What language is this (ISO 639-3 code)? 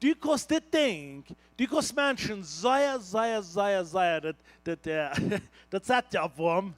pdt